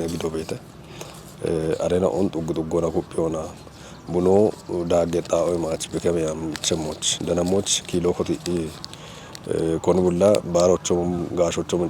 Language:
Kafa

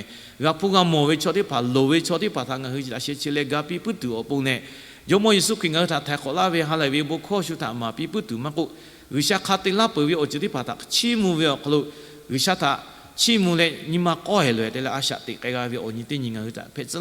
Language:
Lahu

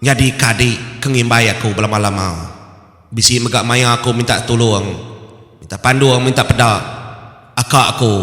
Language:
Iban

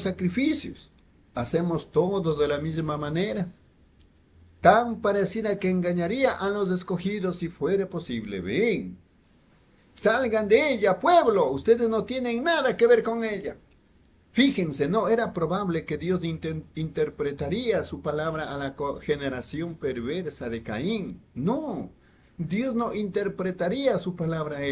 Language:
Spanish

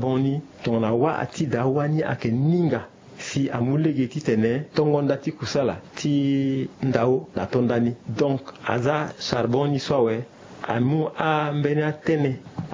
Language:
Sango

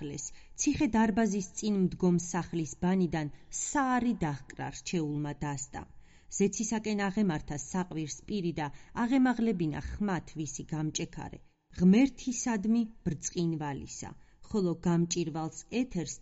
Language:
Georgian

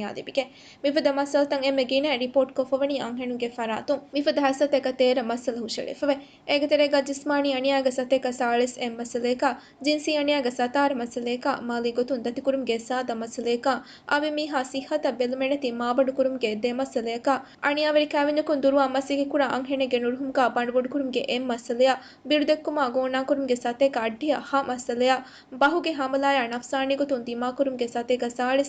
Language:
Divehi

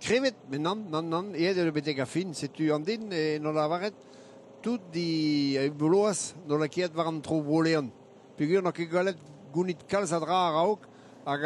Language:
Breton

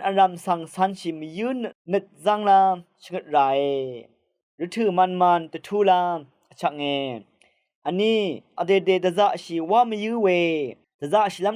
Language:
Rawang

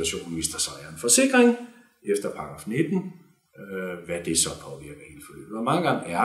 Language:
Danish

